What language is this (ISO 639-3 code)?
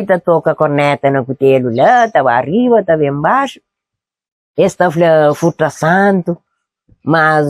kea